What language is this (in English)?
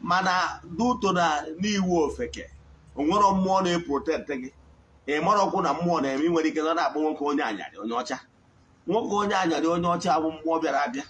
Igbo